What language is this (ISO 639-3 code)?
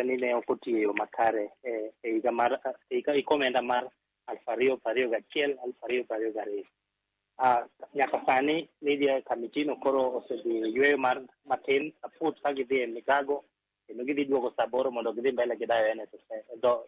luo